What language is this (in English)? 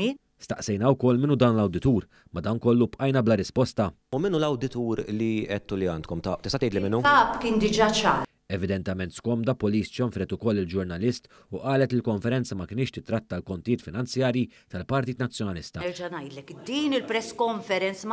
Maltese